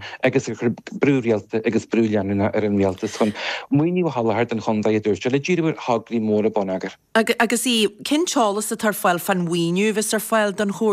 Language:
Irish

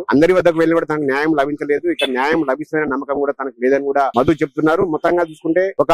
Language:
Telugu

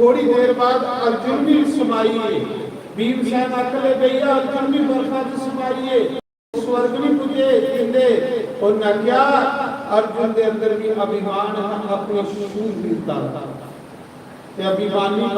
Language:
Dogri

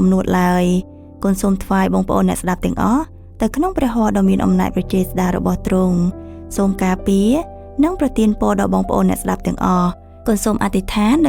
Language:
Khmer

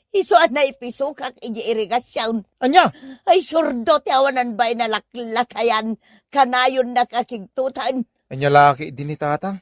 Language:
Iloko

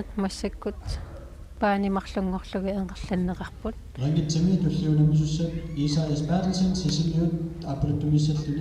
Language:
Kalaallisut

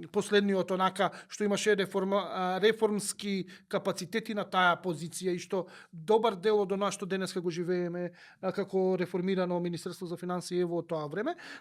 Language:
Macedonian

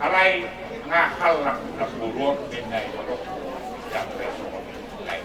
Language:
Batak Toba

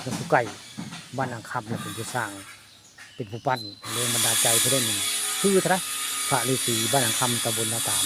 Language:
Northeastern Thai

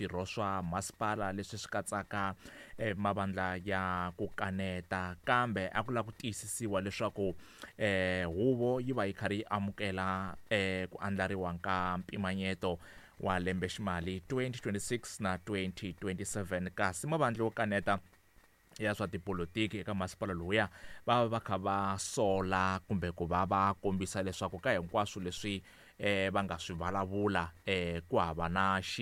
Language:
Tsonga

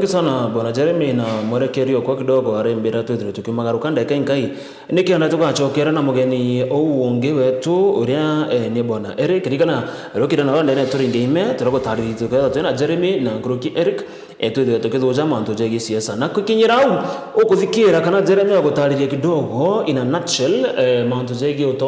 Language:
Meru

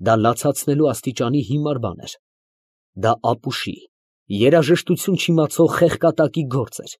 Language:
Armenian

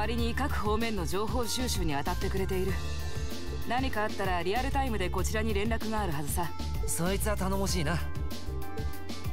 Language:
Japanese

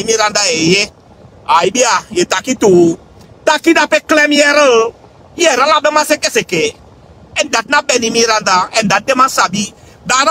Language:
Sranan Tongo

